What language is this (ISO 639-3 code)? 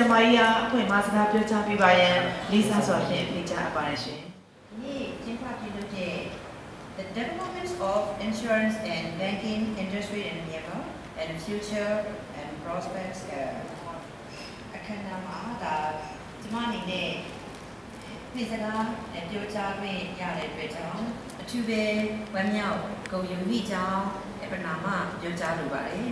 mya